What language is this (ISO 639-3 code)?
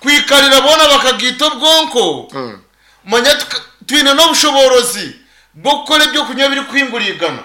nyn